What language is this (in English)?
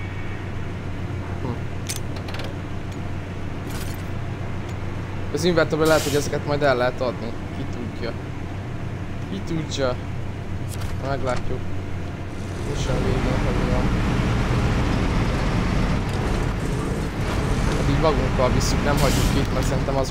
Hungarian